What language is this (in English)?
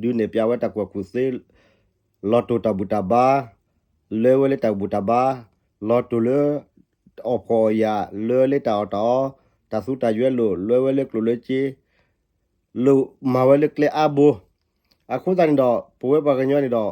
S'gaw Karen